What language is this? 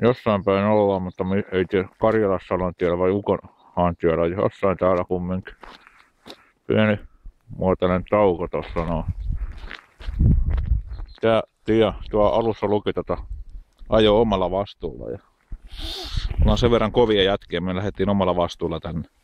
Finnish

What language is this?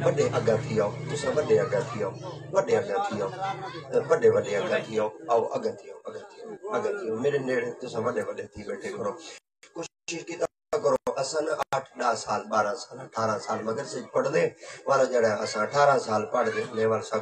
Saraiki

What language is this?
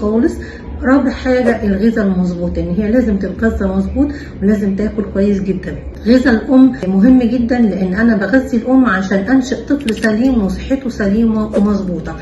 Egyptian Arabic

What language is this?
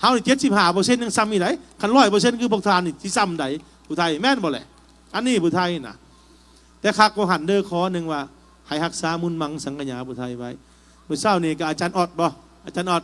Lao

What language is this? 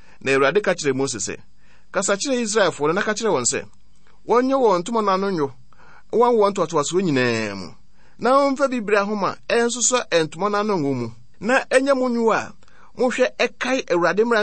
Akan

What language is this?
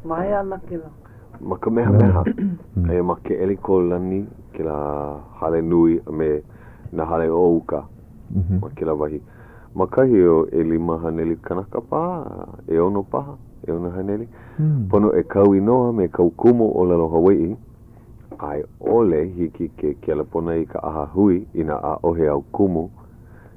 Hawaiian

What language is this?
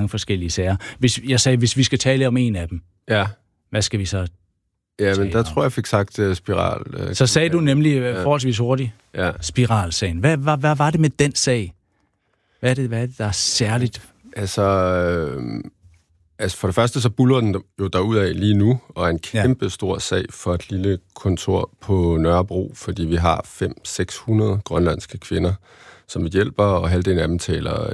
Danish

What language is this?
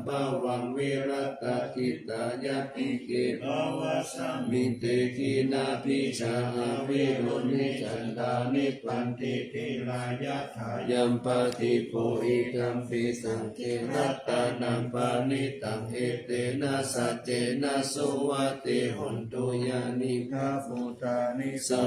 Pali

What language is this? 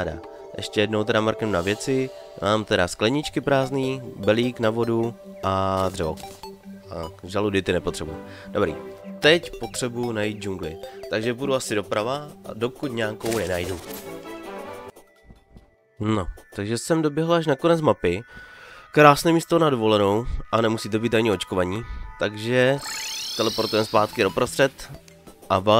Czech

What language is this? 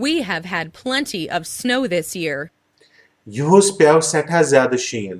Kashmiri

